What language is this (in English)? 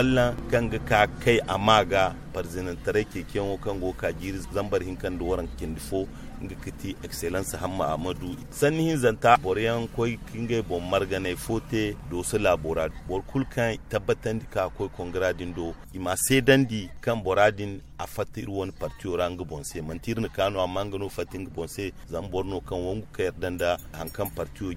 Zarma